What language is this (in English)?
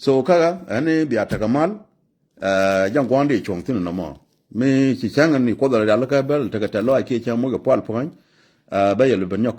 Nuer